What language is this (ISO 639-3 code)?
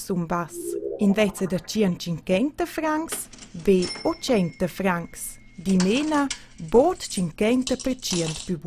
roh